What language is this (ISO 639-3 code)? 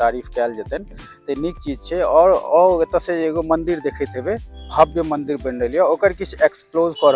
mai